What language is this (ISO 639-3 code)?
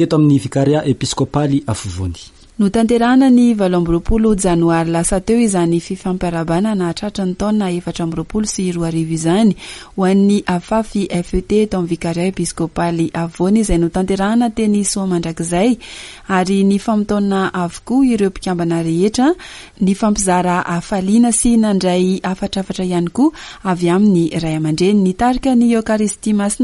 mlg